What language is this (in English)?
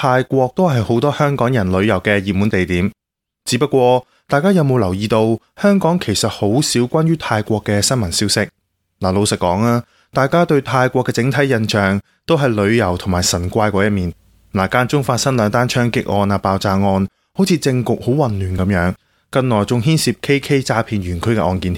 Cantonese